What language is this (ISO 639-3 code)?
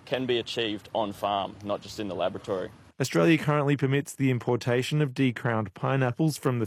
eng